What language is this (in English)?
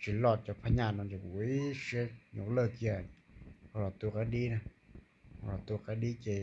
Hmong